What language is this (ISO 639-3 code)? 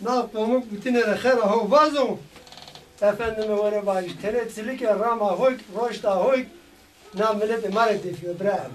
zza